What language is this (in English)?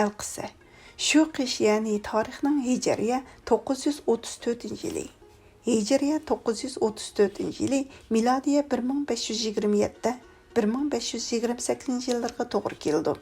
Uyghur